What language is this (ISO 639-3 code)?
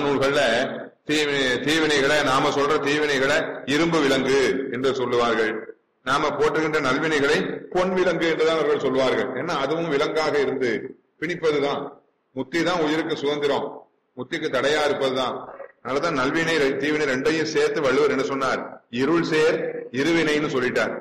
tam